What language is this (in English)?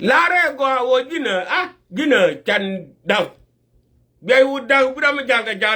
Nuer